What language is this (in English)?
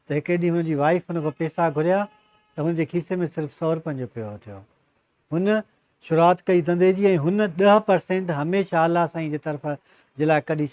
Sindhi